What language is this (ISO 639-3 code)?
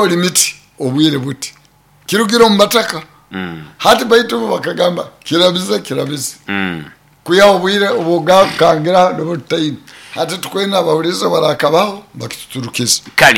nyo